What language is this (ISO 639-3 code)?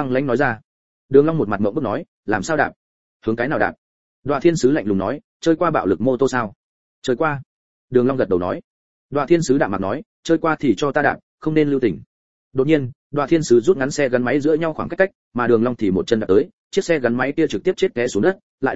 vie